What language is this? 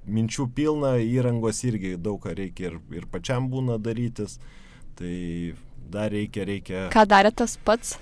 Lithuanian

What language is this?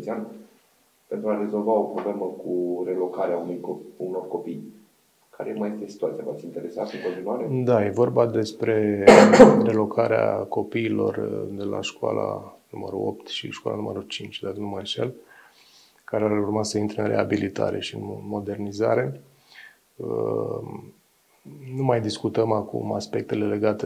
Romanian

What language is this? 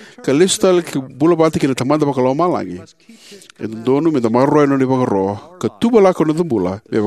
Fijian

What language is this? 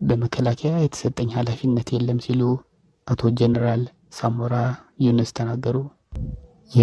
Amharic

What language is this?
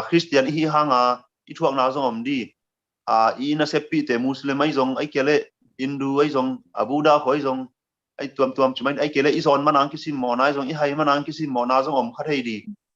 Tedim Chin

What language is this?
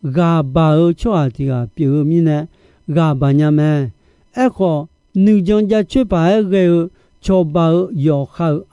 Akha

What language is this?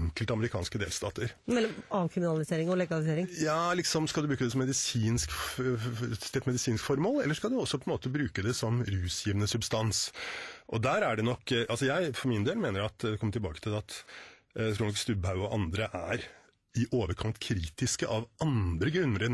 Norwegian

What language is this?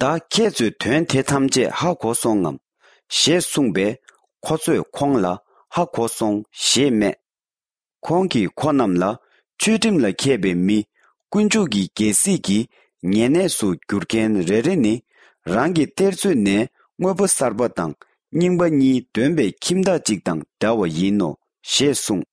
Tibetan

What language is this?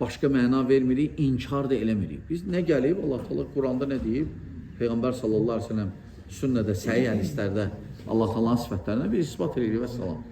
Azerbaijani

